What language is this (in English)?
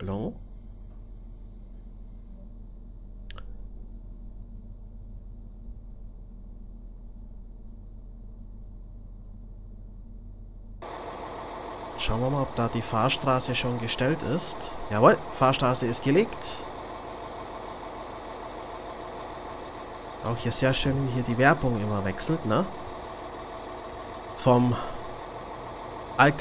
German